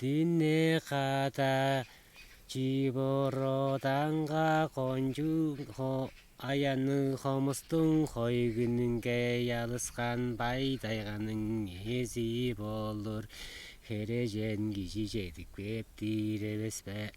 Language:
Tuvinian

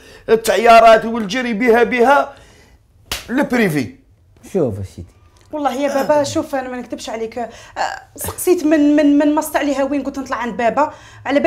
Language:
Algerian Arabic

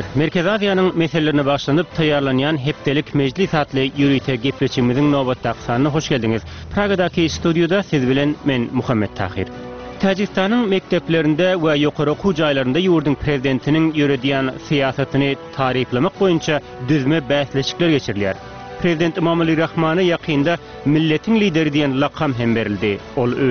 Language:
Turkmen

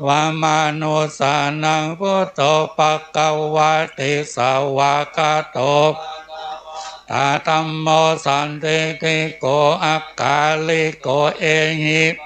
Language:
Pali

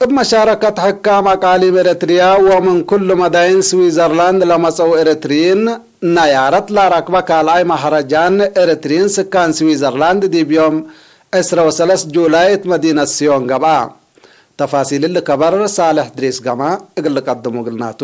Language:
Tigre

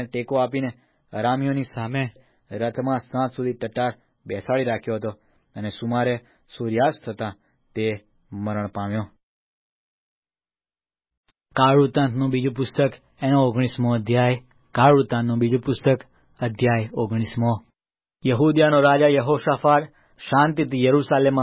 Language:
Gujarati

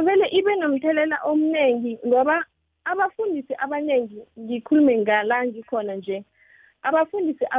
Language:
South Ndebele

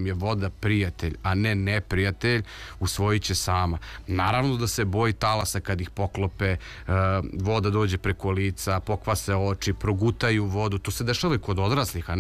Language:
Serbian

